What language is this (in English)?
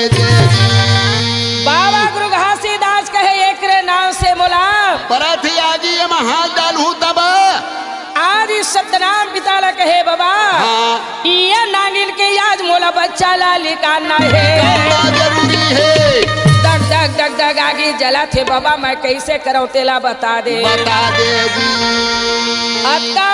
Chhattisgarhi